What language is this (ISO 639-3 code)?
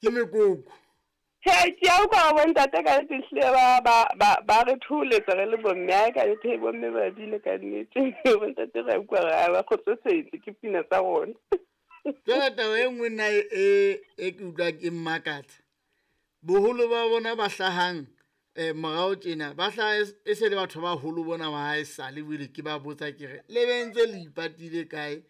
sot